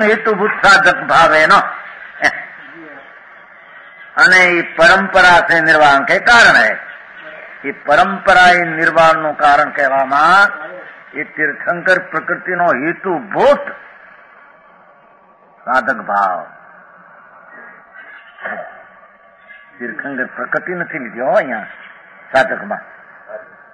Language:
Gujarati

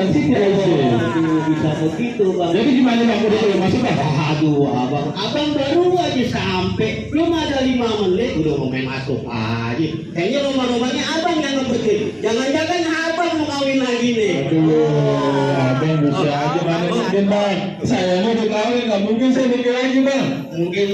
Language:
Betawi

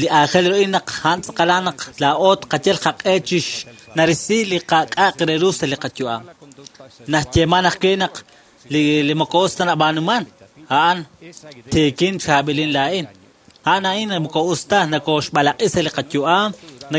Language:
Kekchí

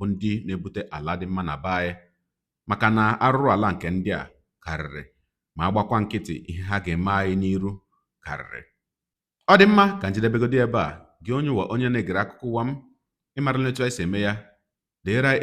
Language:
Igbo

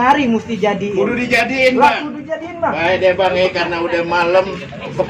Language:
Betawi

